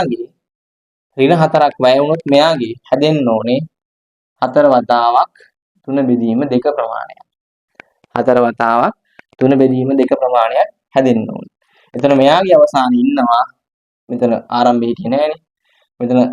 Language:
Sinhala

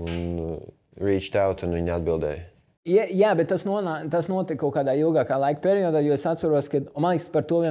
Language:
Latvian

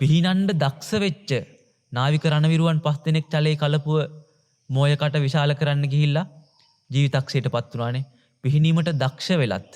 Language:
Sinhala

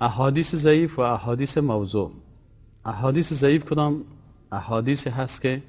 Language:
Persian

